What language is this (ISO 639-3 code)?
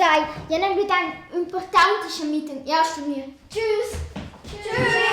roh